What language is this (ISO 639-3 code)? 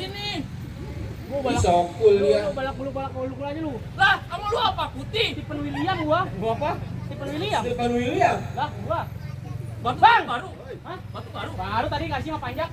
bew